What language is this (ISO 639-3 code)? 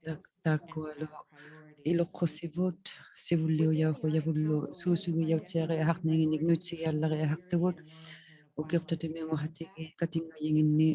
iku